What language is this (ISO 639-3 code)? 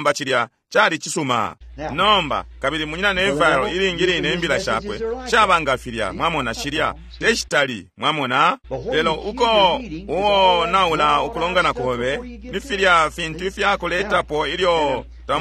bem